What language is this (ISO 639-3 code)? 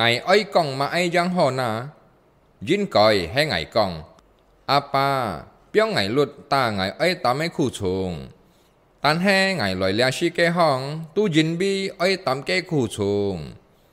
hak